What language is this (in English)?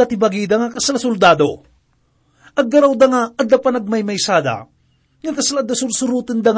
Iloko